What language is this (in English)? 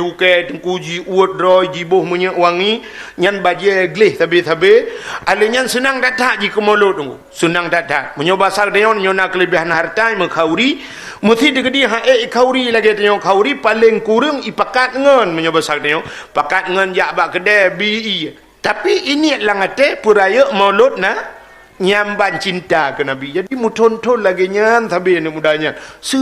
Achinese